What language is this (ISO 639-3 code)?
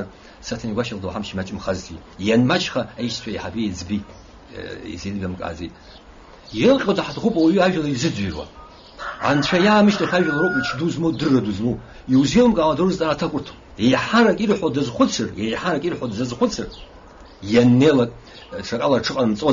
abk